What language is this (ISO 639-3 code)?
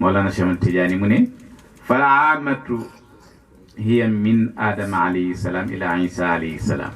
wol